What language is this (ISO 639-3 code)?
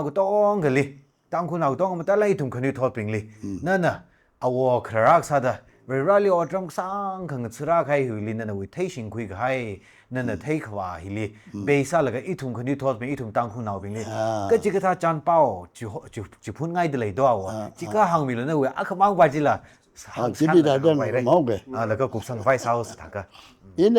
nmf